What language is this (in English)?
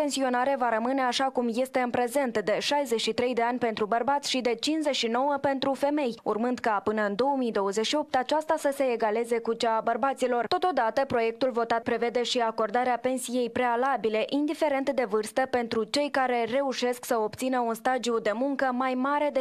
Romanian